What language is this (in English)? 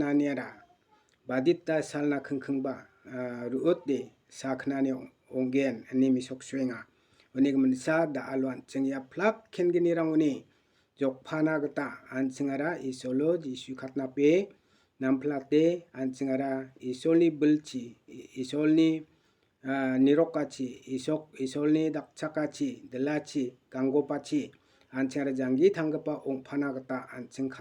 Garo